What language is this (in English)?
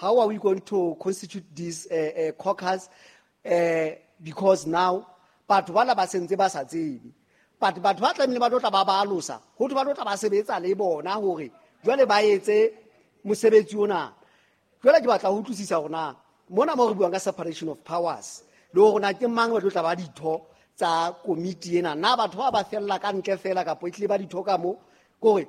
Southern Sotho